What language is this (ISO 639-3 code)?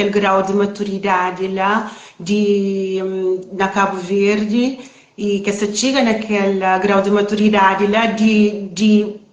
kea